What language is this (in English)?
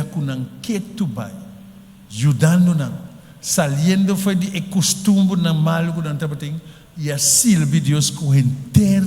Papiamento